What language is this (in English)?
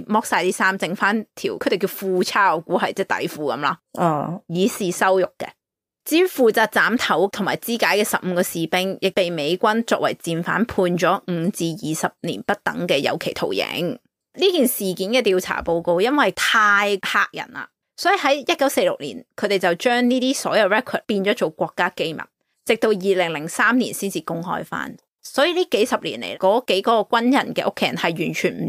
Cantonese